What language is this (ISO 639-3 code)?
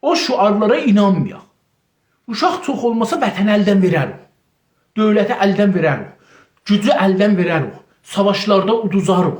azb